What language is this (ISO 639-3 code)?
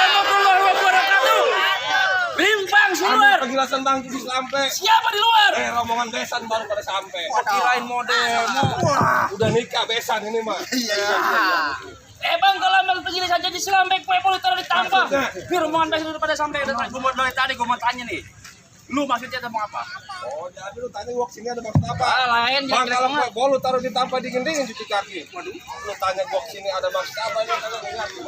bew